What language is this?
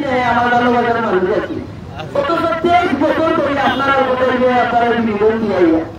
Sylheti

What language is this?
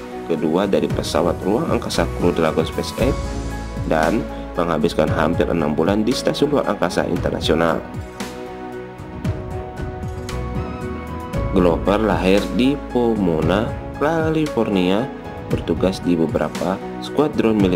Indonesian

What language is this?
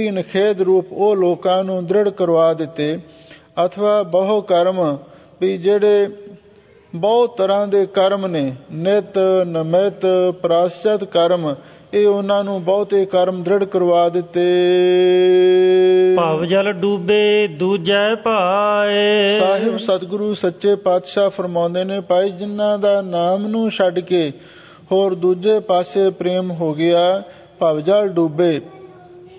Punjabi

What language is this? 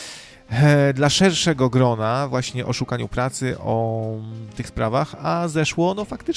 Polish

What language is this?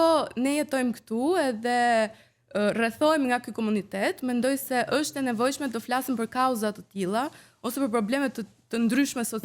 Albanian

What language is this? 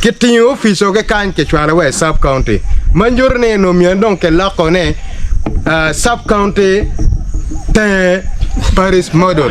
Acoli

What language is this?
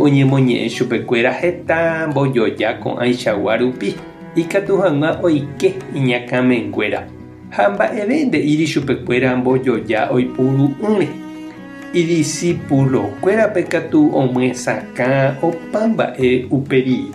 Guarani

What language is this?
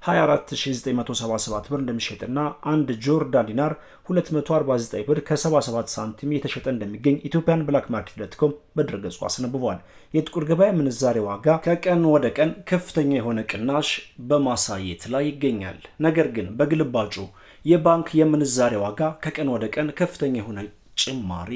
Amharic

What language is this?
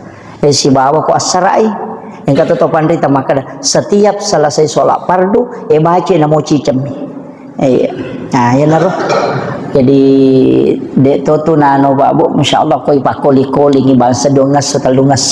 Buginese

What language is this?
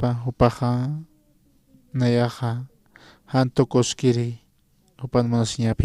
Aymara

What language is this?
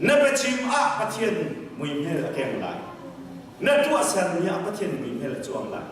Hakha Chin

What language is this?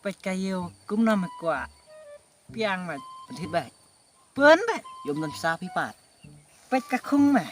Khasi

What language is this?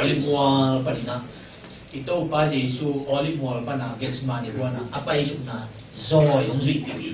Tedim Chin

